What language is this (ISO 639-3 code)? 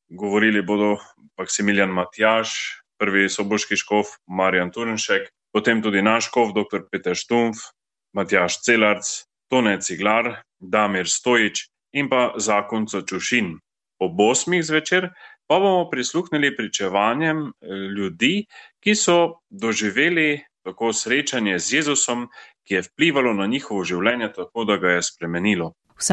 slv